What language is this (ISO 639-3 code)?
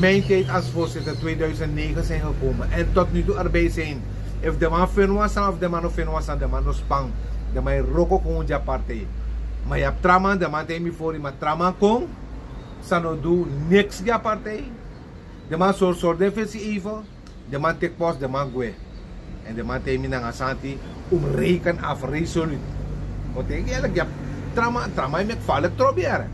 srn